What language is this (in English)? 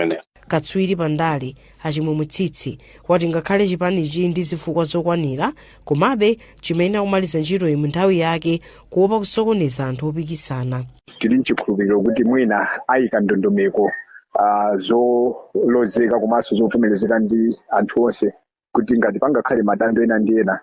Nyanja